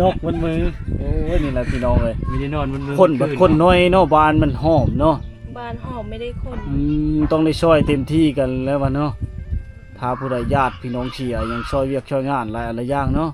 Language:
Lao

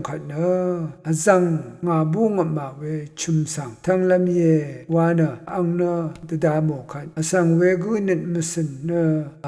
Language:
Rawang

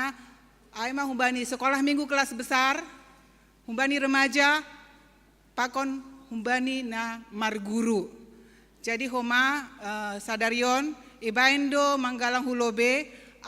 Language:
Batak Simalungun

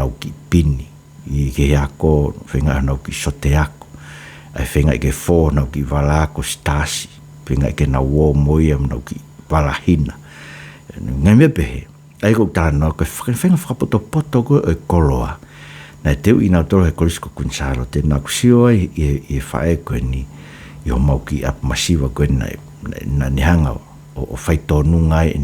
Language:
Tongan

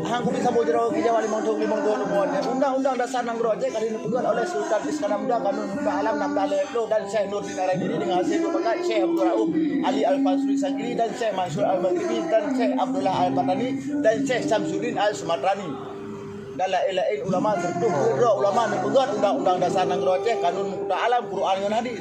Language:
Achinese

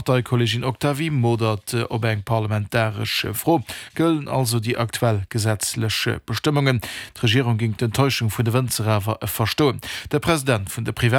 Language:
Luxembourgish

